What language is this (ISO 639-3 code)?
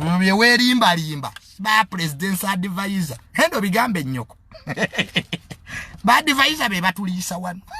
lug